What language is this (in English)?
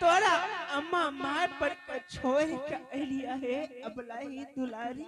Angika